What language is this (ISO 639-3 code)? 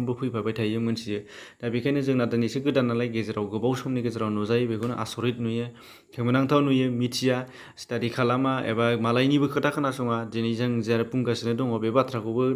brx